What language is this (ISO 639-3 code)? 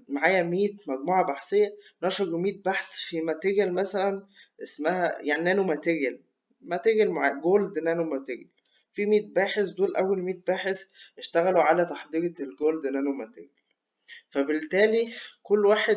arz